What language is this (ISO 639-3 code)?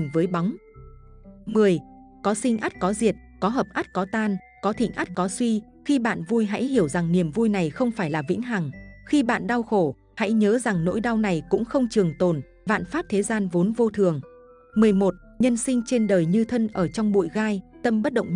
vie